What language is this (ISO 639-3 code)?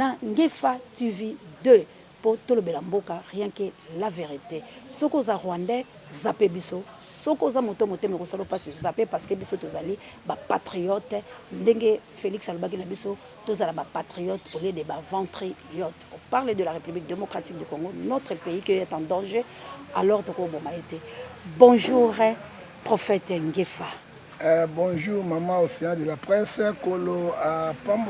lin